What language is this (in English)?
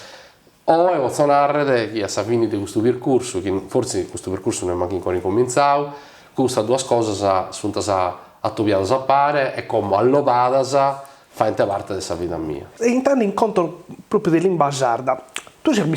Sardinian